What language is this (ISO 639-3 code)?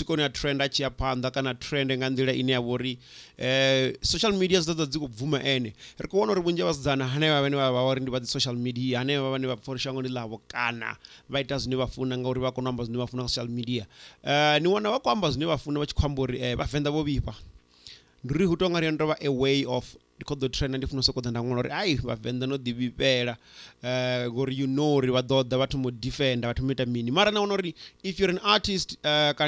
ven